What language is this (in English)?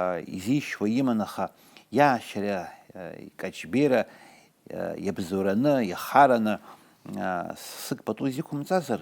Abkhazian